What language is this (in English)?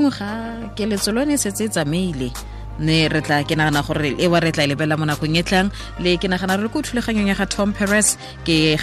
Tswana